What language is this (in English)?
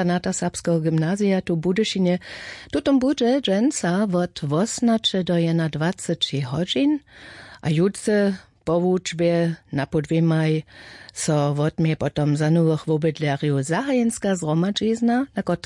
Upper Sorbian